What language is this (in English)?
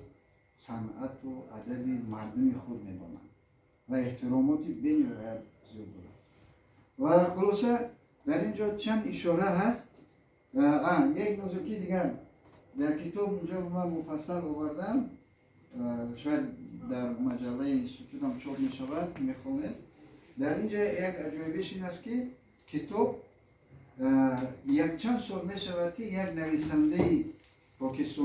Tajik